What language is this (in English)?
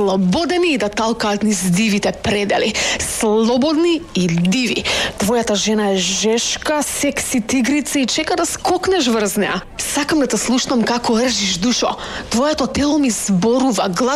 Macedonian